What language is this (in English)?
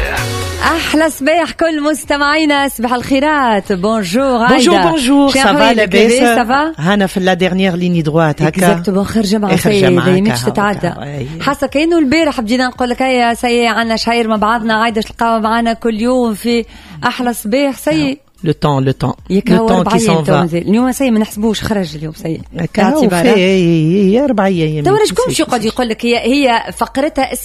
Tunisian Arabic